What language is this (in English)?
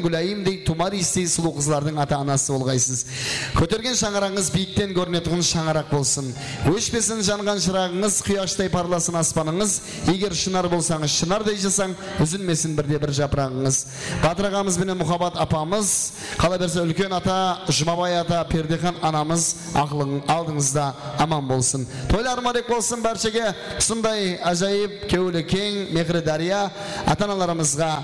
Kara-Kalpak